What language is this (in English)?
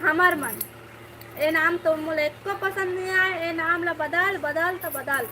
Chhattisgarhi